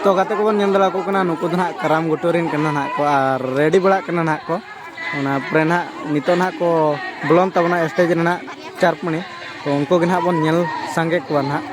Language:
Santali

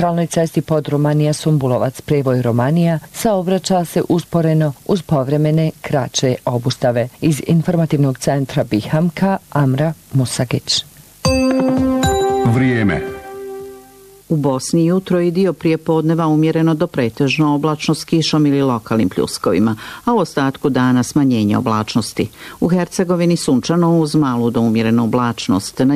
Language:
Bosnian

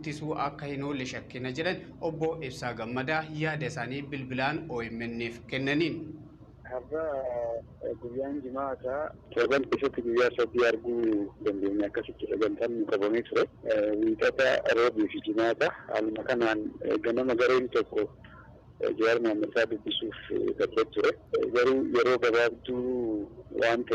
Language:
Oromo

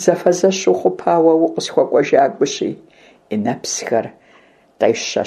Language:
Kabardian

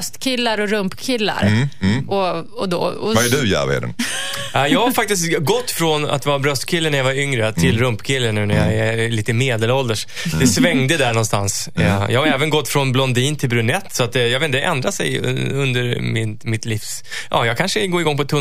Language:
Swedish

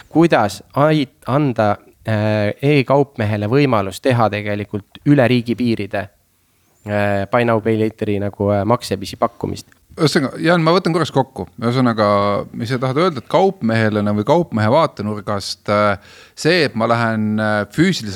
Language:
Estonian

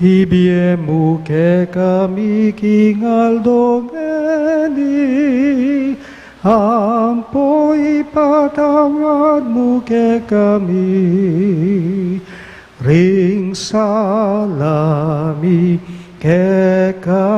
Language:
Pampanga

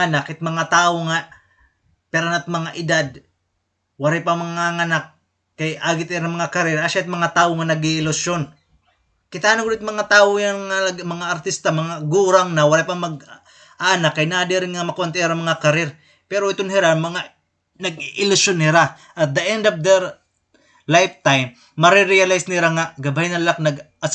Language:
Waray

